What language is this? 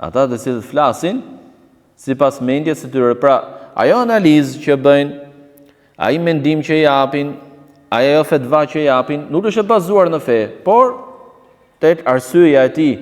Albanian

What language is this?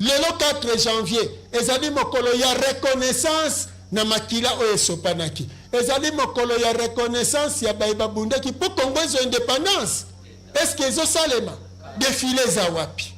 Lingala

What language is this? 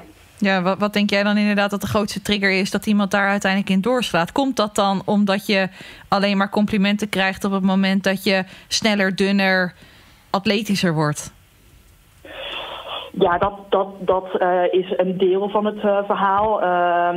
Dutch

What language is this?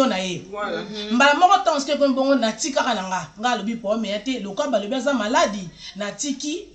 Lingala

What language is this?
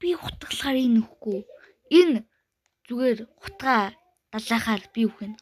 Mongolian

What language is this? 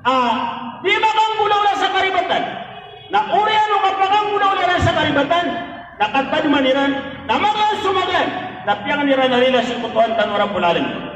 Maranao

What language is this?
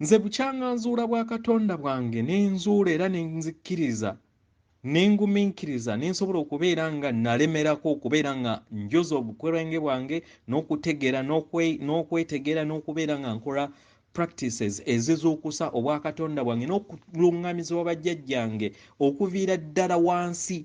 Ganda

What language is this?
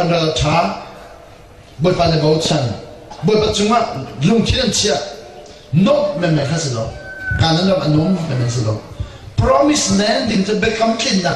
Hakha Chin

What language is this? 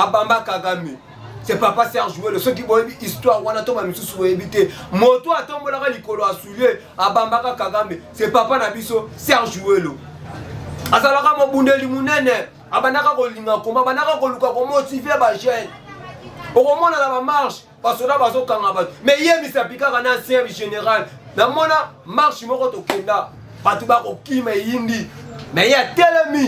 Lingala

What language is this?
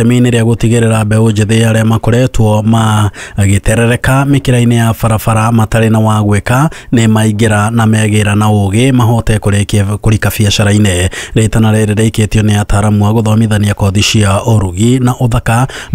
Kikuyu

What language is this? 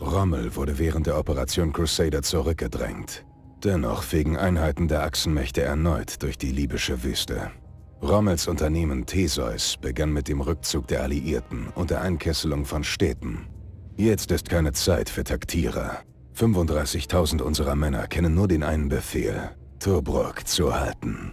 Bavarian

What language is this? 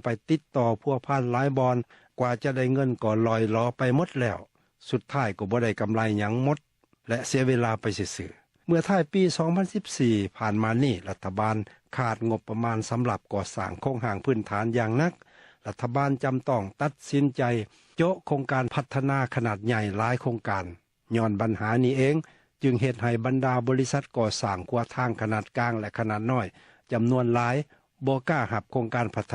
Lao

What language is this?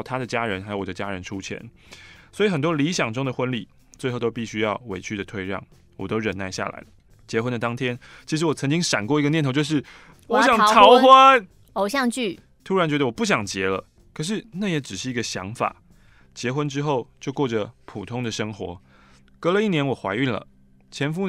Chinese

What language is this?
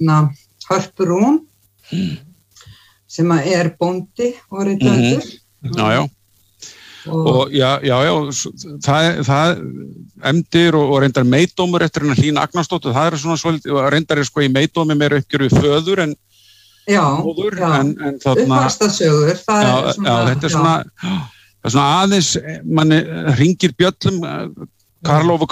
Icelandic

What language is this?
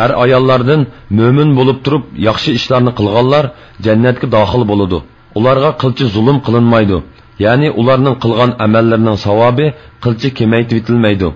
Uyghur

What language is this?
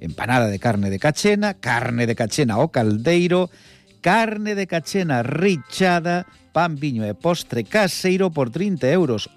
Galician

